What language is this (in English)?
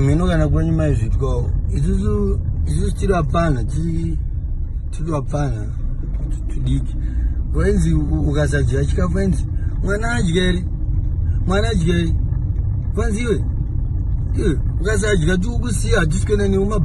Shona